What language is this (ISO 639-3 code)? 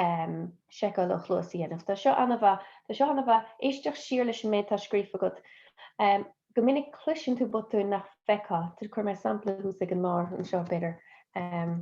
gle